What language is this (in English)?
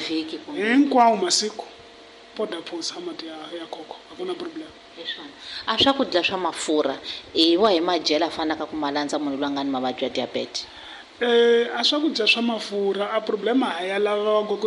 Tsonga